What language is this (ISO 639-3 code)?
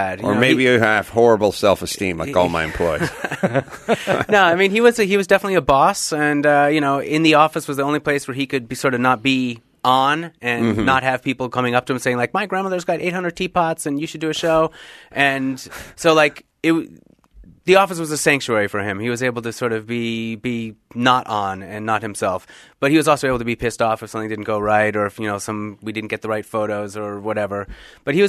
eng